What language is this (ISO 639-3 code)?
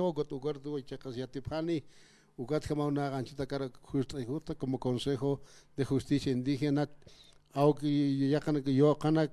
aym